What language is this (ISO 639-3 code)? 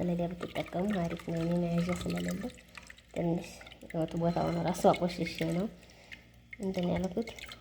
amh